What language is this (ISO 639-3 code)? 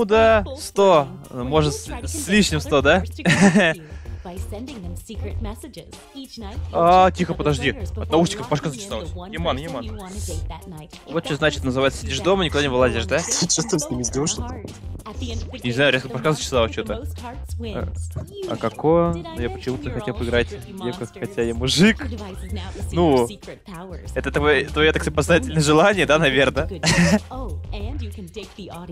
rus